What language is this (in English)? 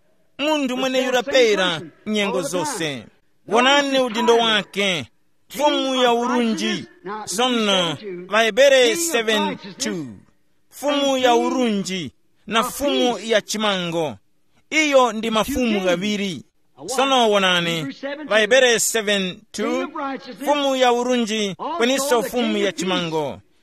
Tumbuka